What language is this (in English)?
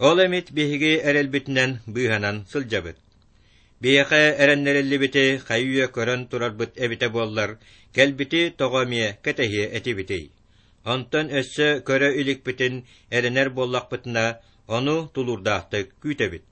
Yakut